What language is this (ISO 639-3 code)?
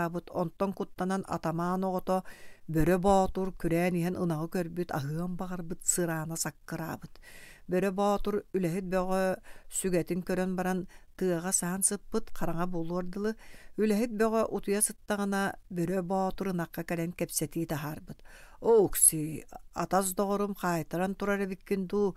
sah